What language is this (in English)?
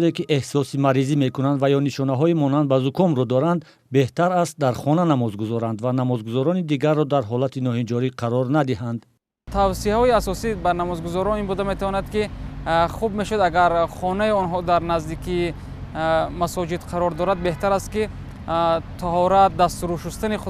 Tajik